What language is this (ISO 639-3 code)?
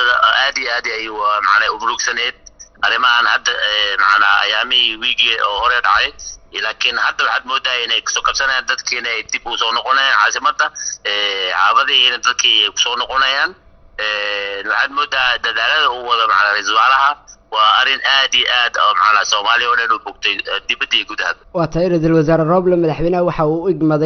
som